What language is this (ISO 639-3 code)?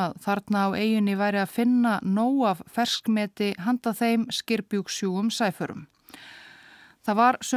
isl